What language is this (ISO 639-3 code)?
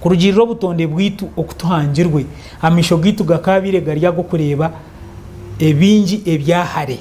nyn